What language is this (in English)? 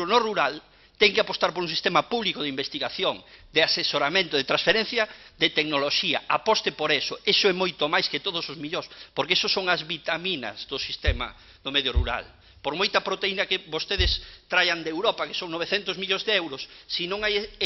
Galician